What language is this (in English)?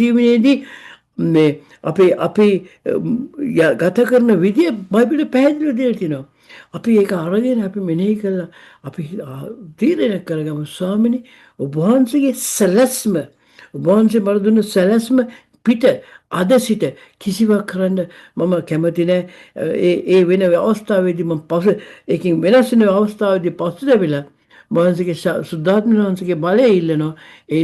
Sinhala